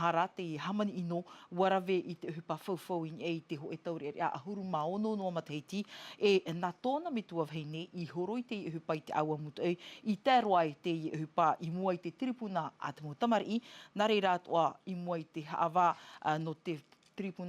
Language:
Tahitian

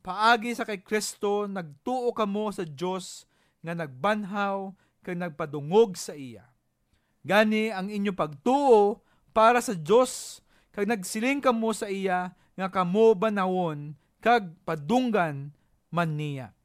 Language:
Hiligaynon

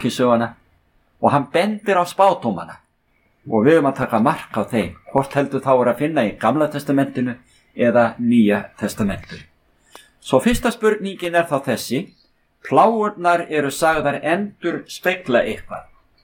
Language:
Icelandic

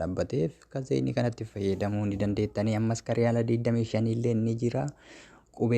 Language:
Oromo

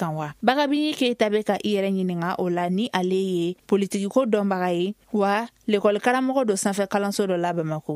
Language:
Bambara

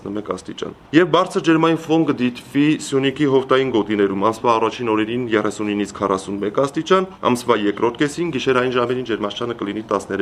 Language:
Armenian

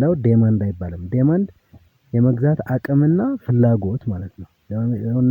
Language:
Amharic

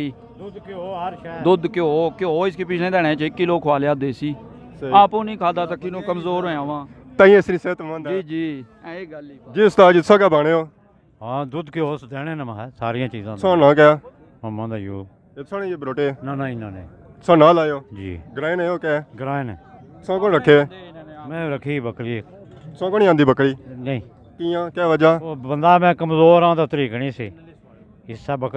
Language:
Pahari-Potwari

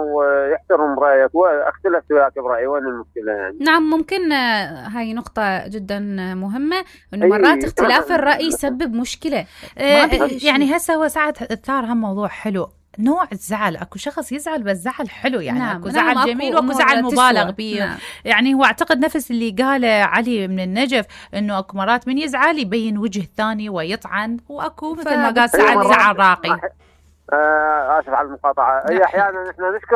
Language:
Mesopotamian Arabic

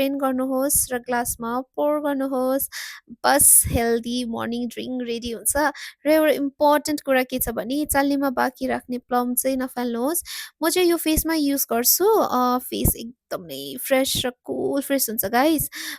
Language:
Nepali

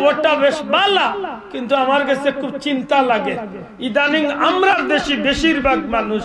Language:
Sylheti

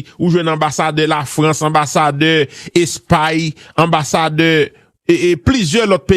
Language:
Haitian Creole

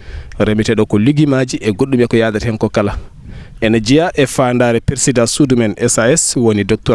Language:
Fula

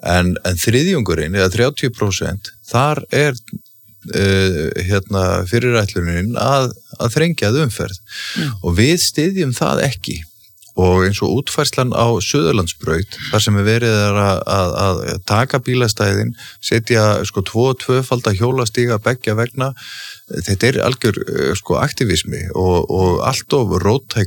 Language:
Icelandic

